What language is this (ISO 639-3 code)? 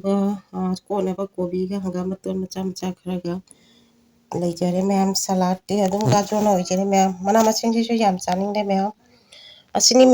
mni